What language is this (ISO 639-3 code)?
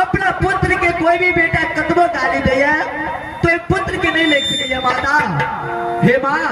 mai